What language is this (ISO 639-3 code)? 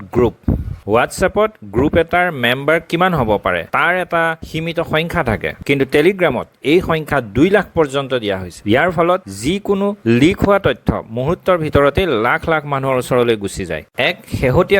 asm